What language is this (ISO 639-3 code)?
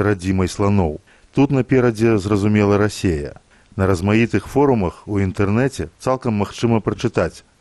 bel